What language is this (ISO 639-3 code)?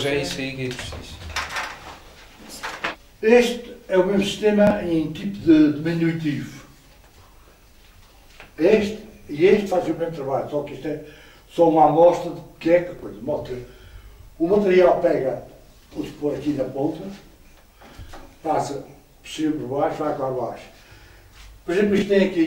por